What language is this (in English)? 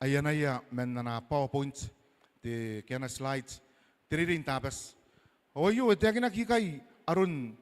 Gilbertese